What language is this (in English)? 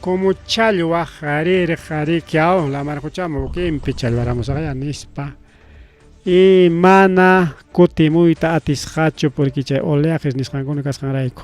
Ayacucho Quechua